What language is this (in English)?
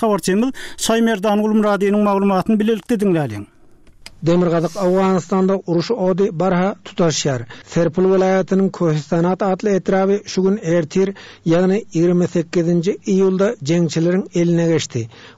Turkmen